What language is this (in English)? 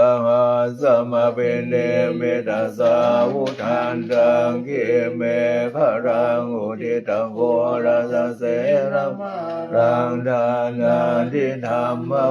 Pali